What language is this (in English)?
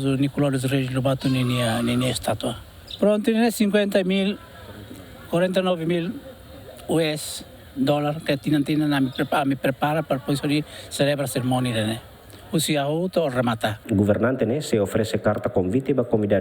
Tetum